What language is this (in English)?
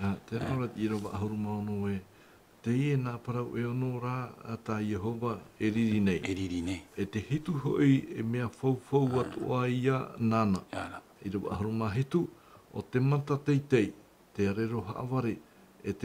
Tahitian